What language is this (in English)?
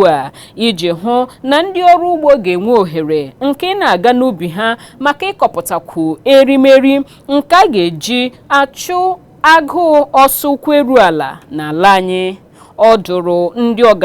Igbo